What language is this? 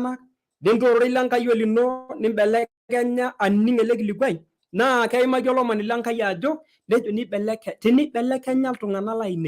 Masai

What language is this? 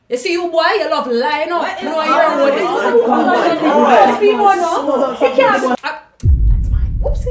Jamaican Creole English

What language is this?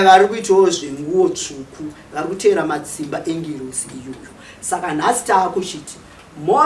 Shona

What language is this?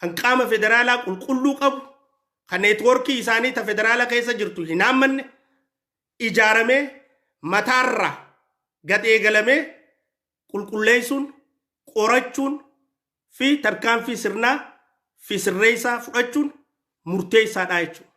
Oromo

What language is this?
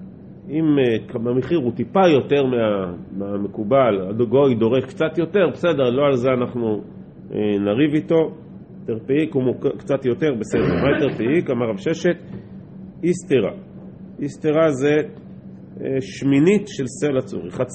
Hebrew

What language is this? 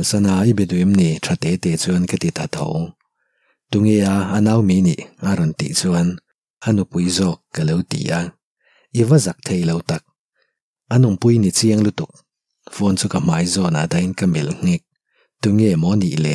Mizo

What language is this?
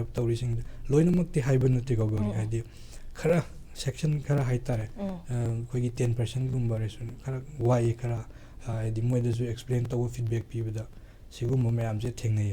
Manipuri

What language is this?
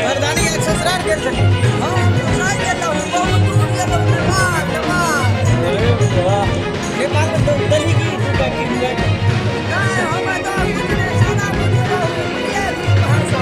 Maithili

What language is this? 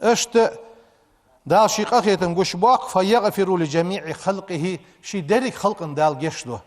Ingush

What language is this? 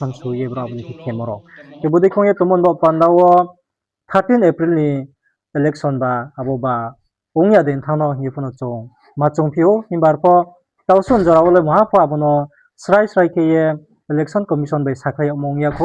Riang (India)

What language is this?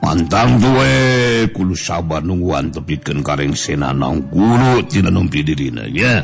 Sundanese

